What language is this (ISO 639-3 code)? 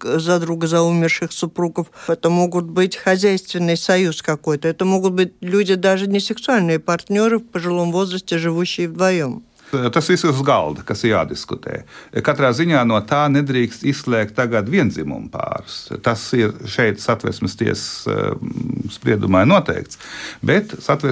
lav